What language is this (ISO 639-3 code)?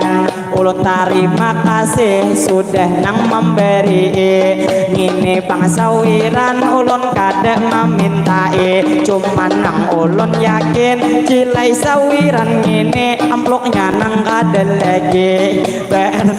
bjn